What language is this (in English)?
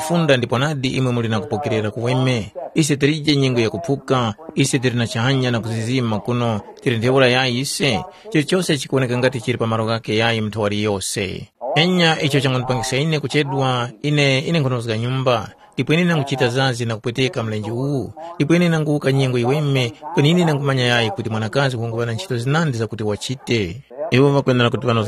Tumbuka